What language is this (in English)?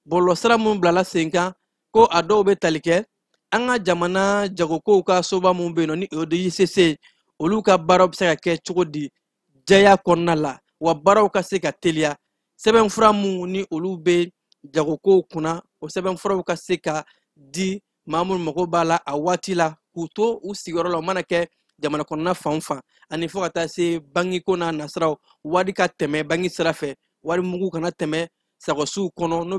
Bambara